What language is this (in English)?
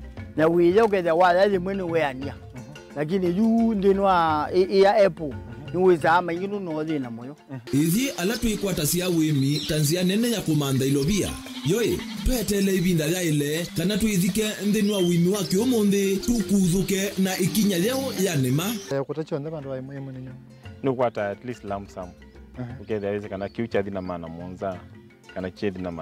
Kamba